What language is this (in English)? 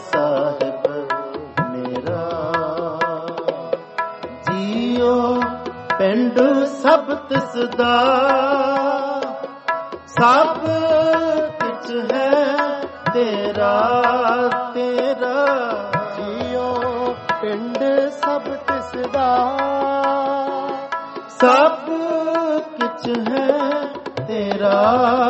Punjabi